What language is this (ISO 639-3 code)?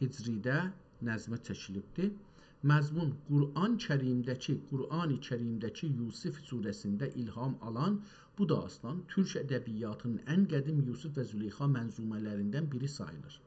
azb